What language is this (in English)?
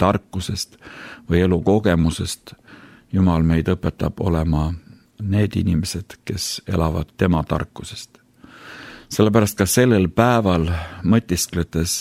Estonian